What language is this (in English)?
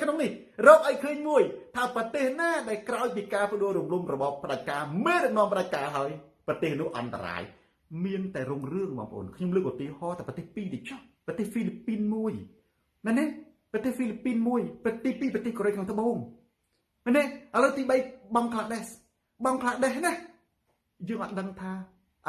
Khmer